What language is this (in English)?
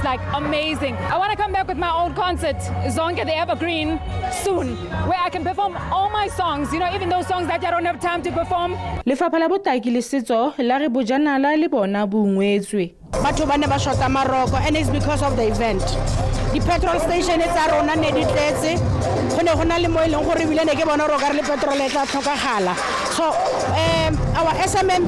Northern Sotho